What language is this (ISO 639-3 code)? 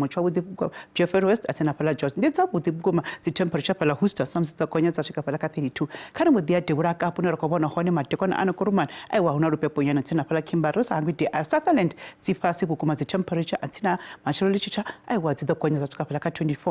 ven